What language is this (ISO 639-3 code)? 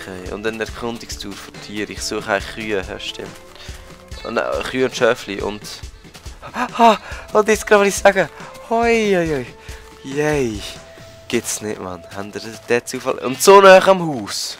gsw